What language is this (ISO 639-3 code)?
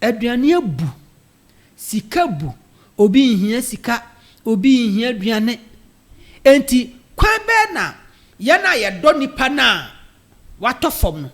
aka